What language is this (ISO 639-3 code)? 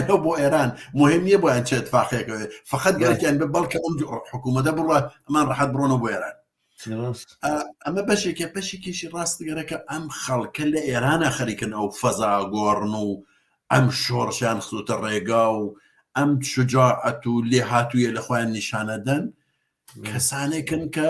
ckb